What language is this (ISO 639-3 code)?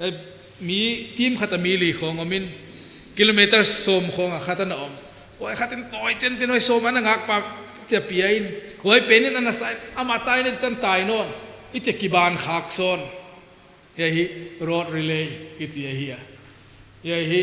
pck